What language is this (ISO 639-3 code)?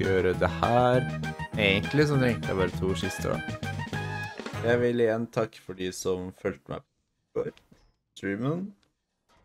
nor